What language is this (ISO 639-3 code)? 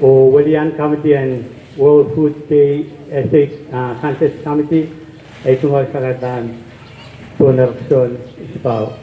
pon